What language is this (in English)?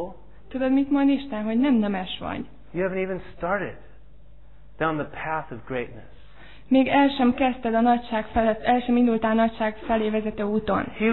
Hungarian